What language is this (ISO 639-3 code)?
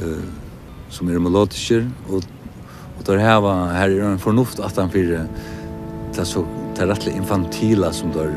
fao